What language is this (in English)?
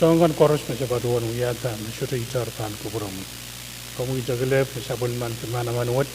Pohnpeian